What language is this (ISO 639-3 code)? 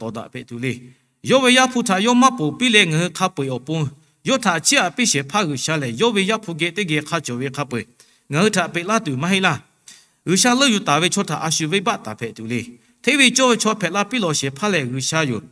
lhu